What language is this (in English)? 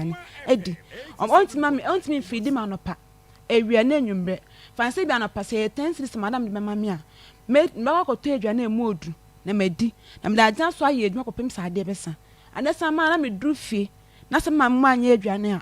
Akan